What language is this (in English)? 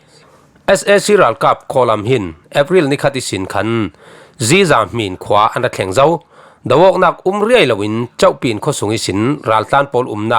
Falam Chin